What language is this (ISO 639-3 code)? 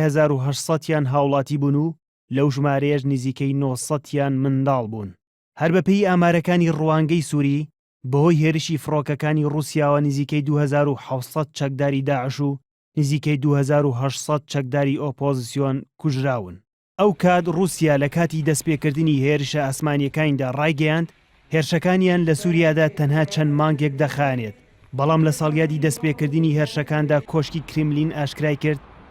ckb